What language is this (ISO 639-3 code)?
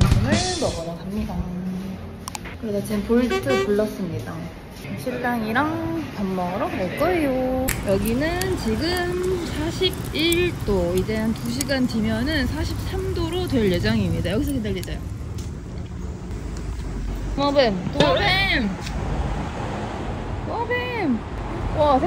kor